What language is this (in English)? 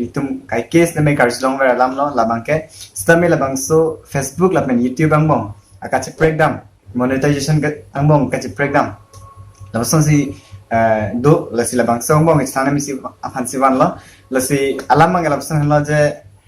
Karbi